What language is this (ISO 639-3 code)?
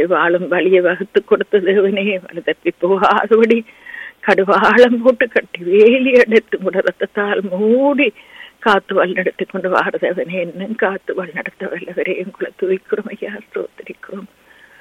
tam